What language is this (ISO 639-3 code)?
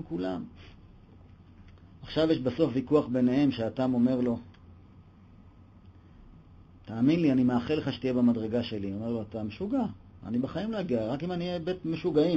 heb